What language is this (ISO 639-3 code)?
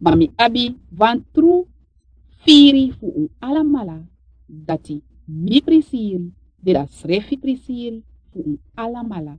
srn